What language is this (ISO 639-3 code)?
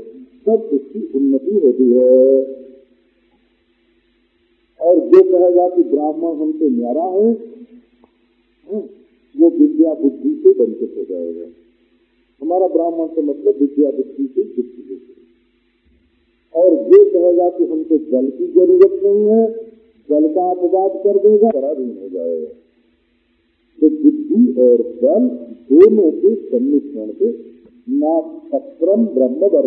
hin